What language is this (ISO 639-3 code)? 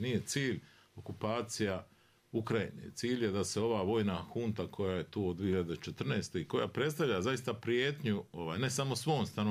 bos